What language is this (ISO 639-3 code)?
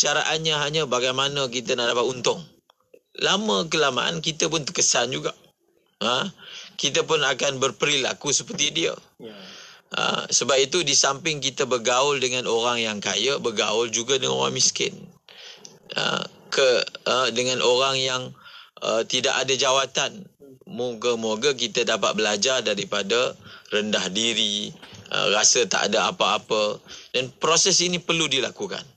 msa